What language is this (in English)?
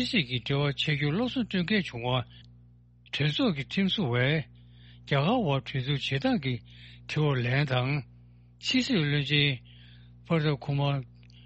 Tibetan